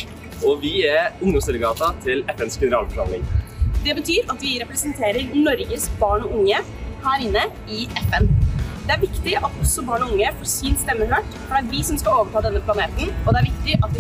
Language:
Norwegian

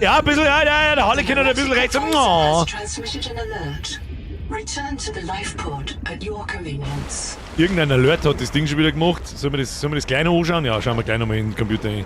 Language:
Bavarian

